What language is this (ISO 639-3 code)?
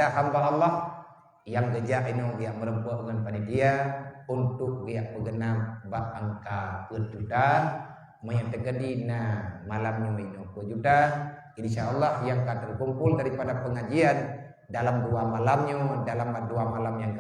ace